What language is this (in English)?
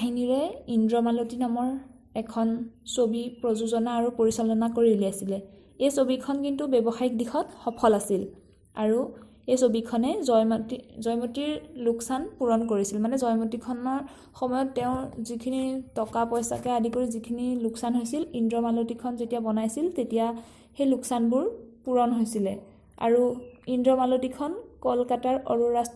Assamese